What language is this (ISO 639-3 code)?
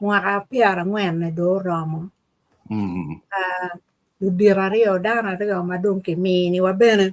ach